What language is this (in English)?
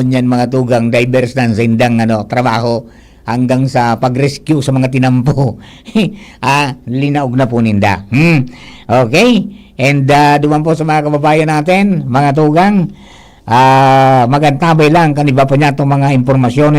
Bikol